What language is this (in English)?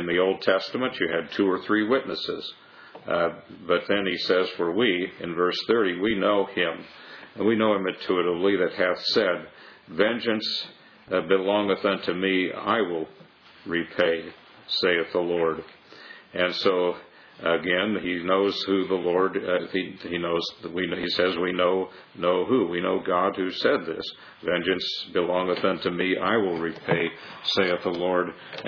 English